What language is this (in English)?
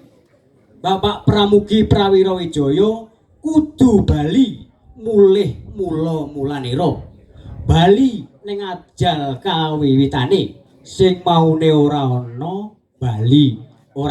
Javanese